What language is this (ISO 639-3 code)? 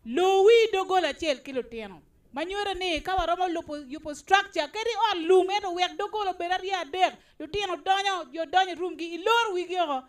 ach